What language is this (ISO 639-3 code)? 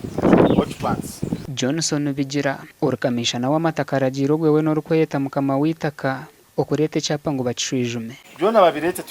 nyn